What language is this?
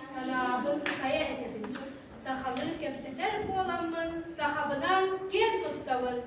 Yakut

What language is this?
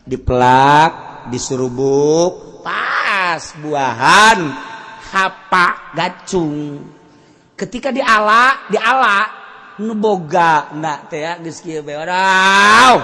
Sundanese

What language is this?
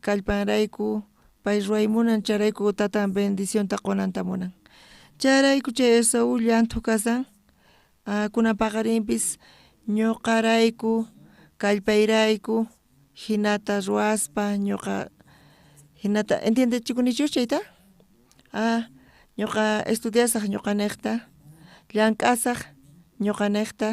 South Bolivian Quechua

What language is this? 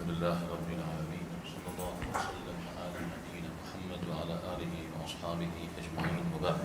Kabardian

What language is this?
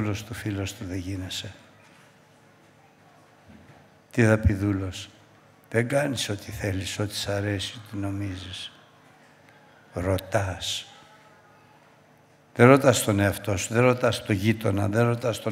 Greek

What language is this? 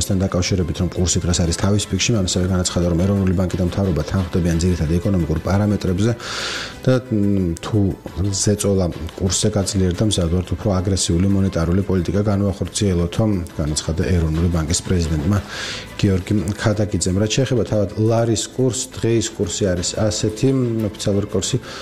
Georgian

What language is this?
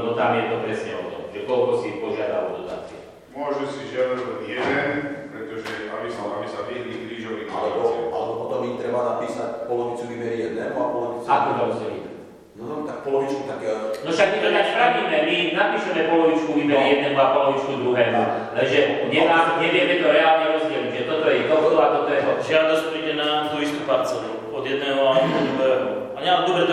Slovak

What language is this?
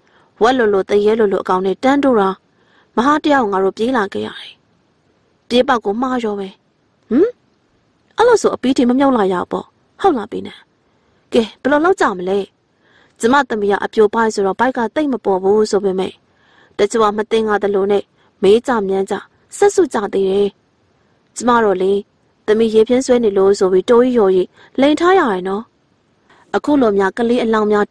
Burmese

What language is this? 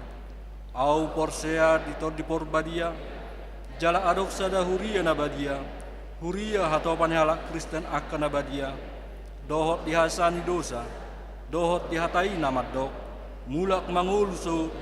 Batak Toba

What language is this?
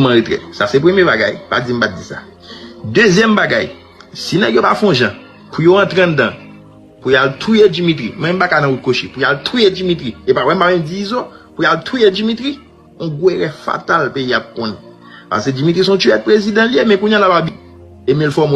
Haitian Creole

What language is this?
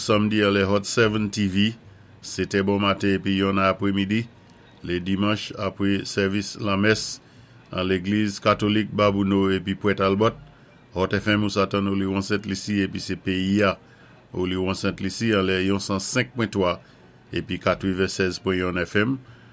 Saint Lucian Creole French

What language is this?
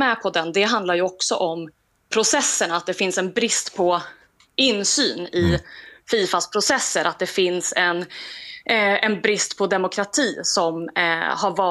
Swedish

